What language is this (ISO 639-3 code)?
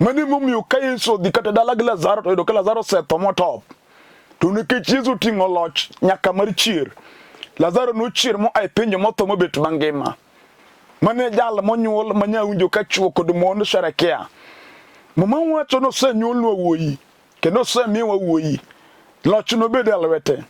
luo